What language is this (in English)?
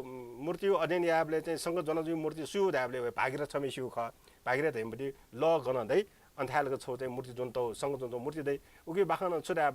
Newari